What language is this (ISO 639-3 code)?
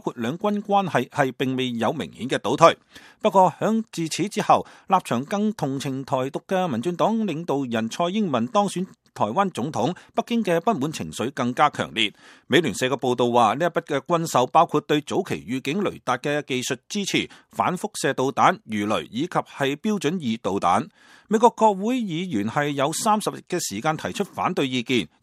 yue